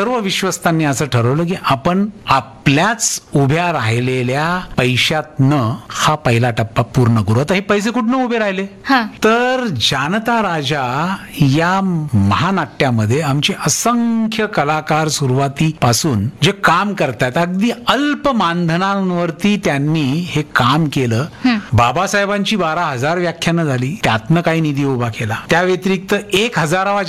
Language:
Marathi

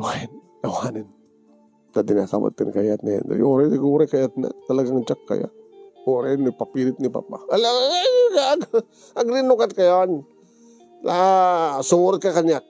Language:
Iloko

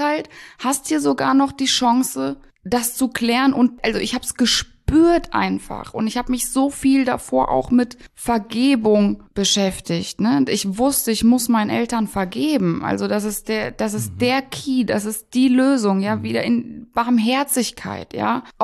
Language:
German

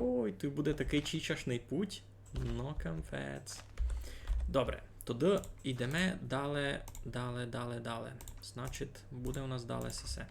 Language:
Rusyn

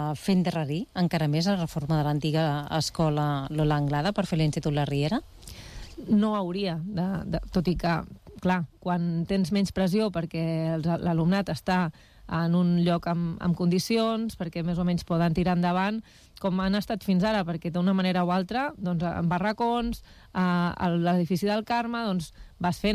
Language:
Catalan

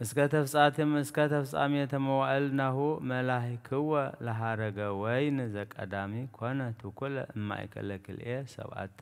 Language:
Geez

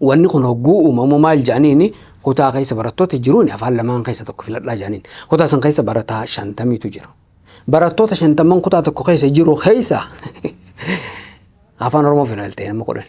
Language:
Oromo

